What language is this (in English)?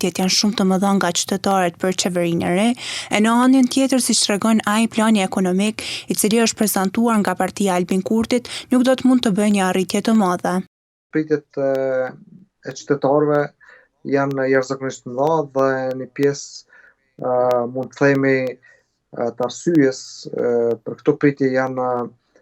Albanian